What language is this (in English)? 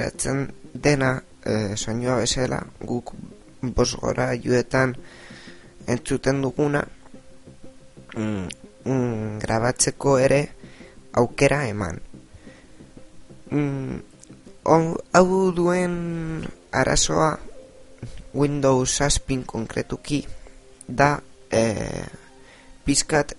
Basque